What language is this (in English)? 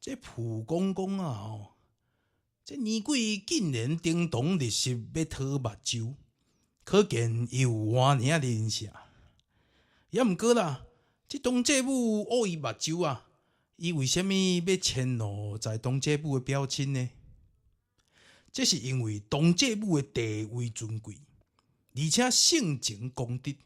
Min Nan Chinese